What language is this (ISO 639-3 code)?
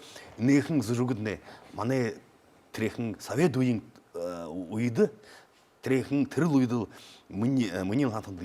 bua